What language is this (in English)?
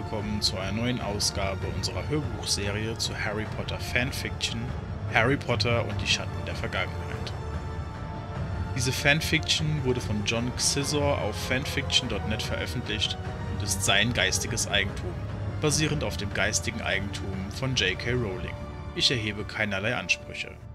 German